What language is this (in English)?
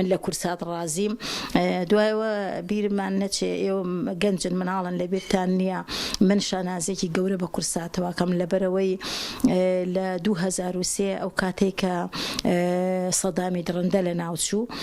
Central Kurdish